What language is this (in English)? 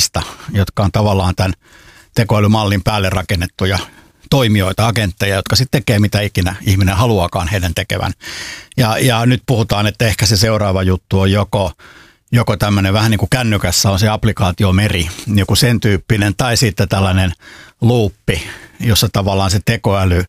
Finnish